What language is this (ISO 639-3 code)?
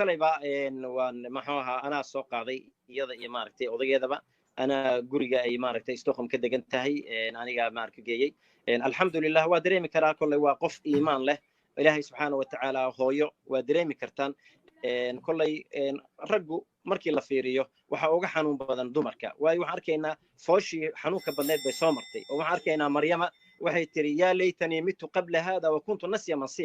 som